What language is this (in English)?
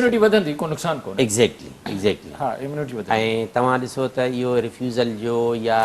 Sindhi